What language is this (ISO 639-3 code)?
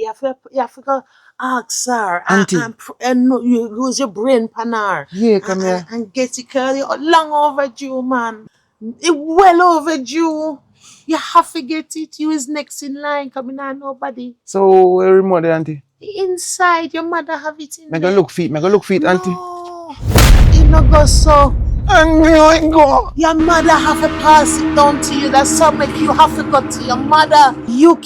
jam